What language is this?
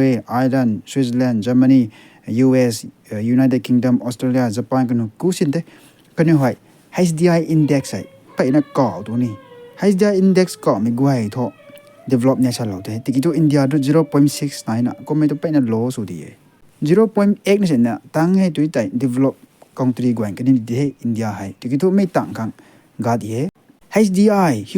Rongmei Naga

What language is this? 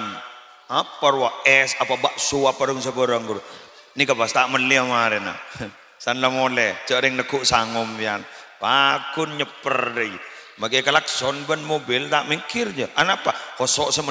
Madurese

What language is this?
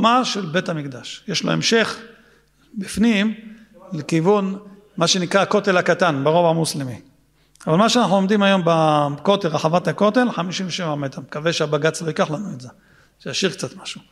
Hebrew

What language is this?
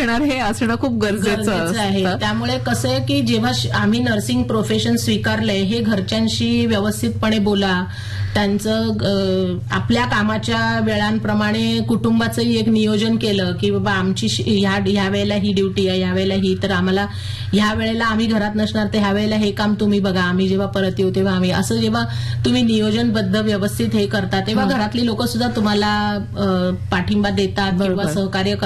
Marathi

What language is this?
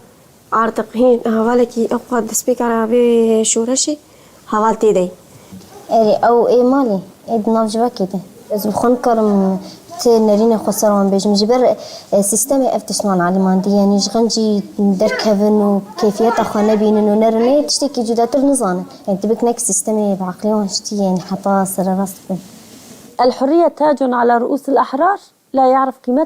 Kurdish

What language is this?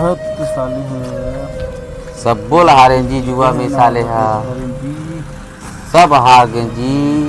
Chhattisgarhi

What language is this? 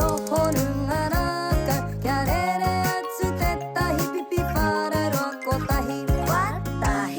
Māori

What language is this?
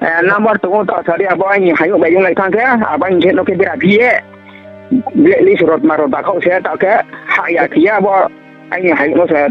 Riang (India)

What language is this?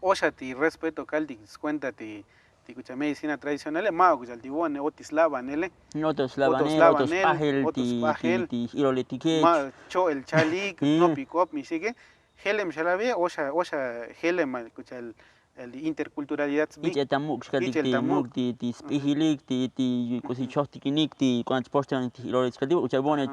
Tzotzil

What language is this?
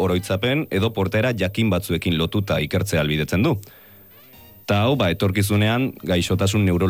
Basque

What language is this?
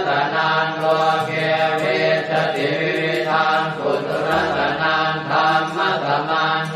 Pali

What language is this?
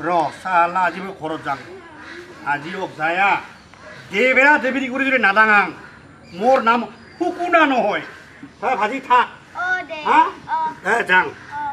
Assamese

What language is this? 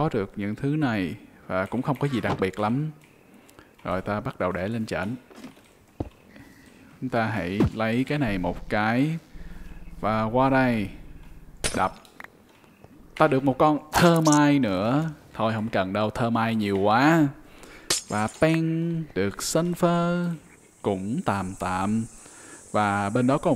Vietnamese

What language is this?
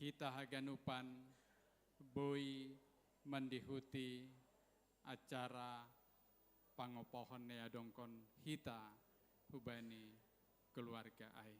Batak Simalungun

